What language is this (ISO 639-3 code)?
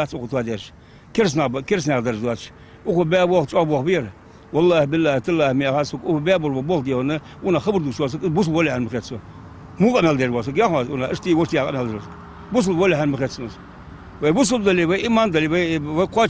inh